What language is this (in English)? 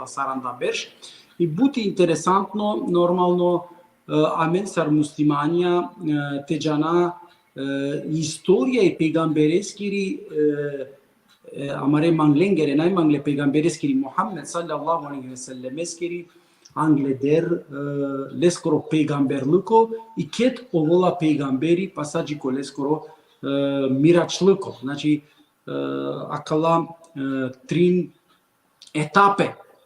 Balkan Romani